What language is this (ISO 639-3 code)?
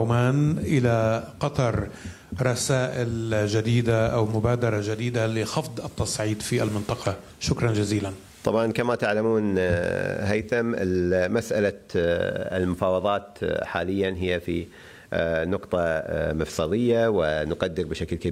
ara